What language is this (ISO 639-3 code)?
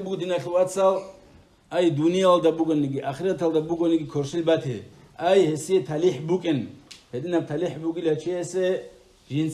ava